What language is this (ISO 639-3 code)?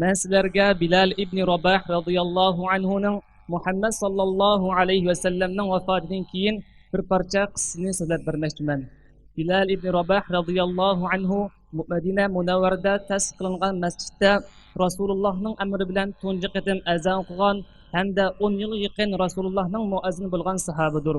uig